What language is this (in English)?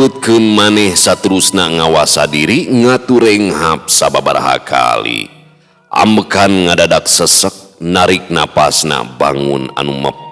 Sundanese